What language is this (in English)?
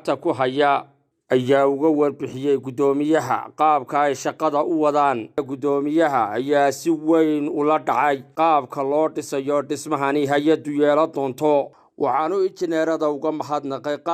Somali